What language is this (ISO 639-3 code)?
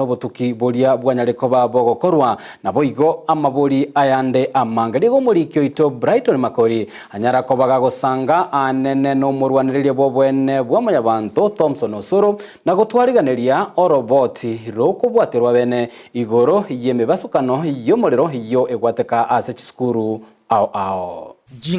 guz